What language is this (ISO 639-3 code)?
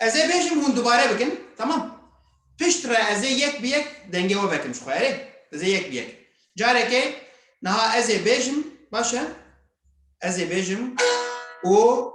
kur